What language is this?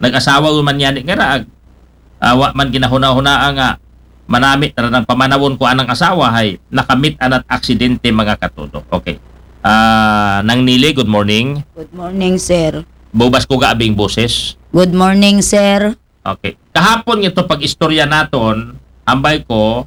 Aklanon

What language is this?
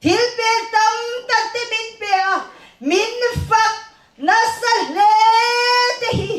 Mizo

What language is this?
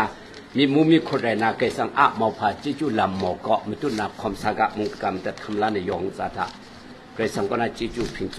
Kachin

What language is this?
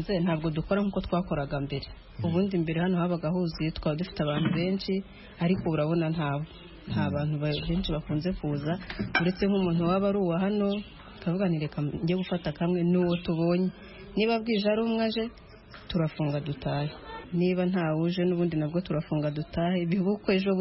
Kinyarwanda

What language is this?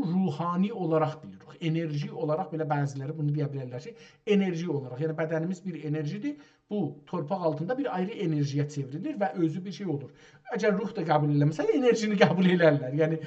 South Azerbaijani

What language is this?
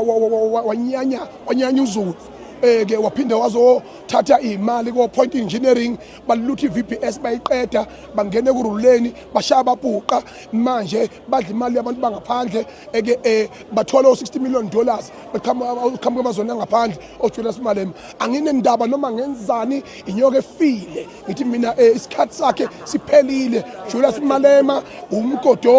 Zulu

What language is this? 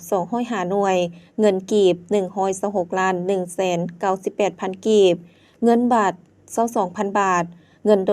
Lao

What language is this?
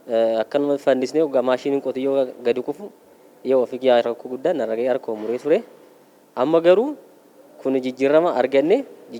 Oromo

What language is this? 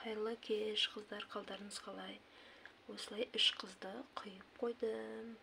Kazakh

